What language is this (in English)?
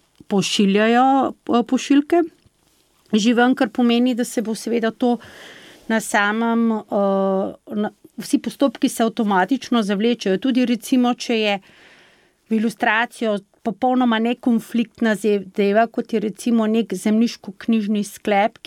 Slovenian